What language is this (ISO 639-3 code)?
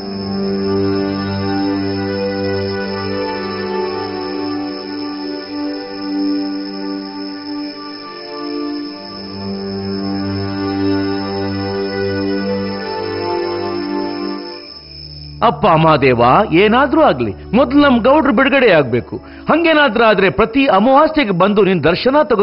kan